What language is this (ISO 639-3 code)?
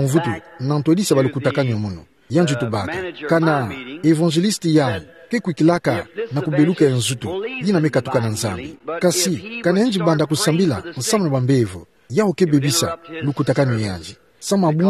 ktu